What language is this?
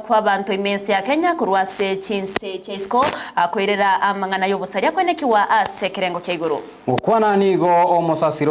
Gusii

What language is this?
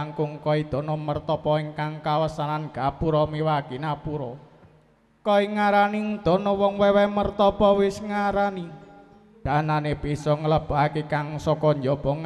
Javanese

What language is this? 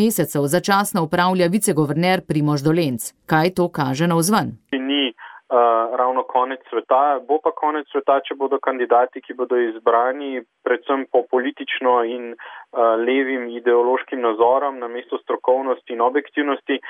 Slovenian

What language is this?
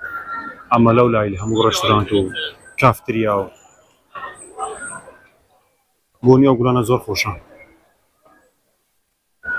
Central Kurdish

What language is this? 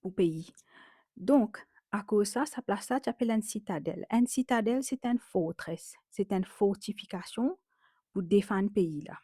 Morisyen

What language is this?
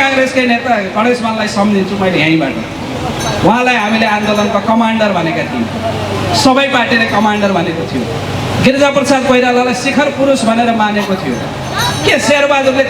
Nepali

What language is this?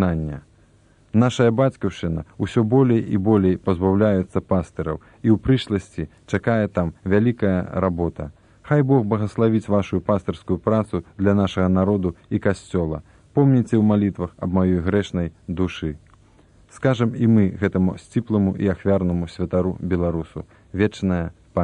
Belarusian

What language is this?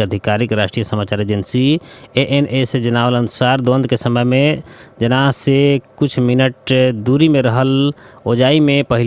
Bhojpuri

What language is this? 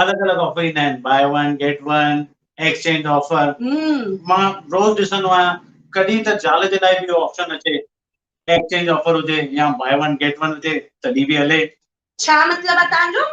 Sindhi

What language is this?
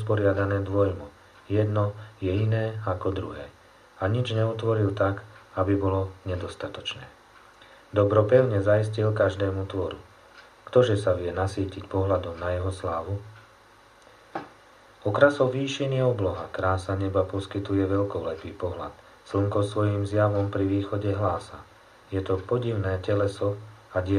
Slovak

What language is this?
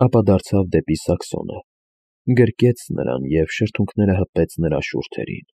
Armenian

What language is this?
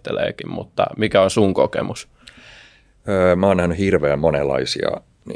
Finnish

